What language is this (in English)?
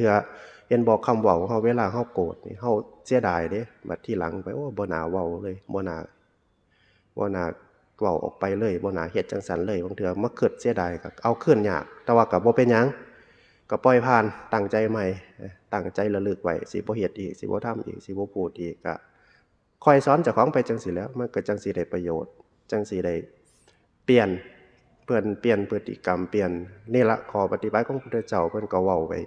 Northeastern Thai